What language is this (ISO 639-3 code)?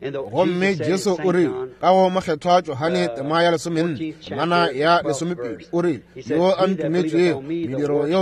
nso